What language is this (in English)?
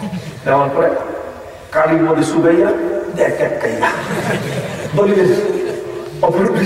Bangla